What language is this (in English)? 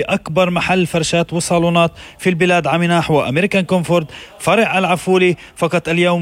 North Levantine Arabic